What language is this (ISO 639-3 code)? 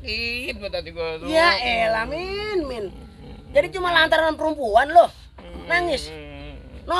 bew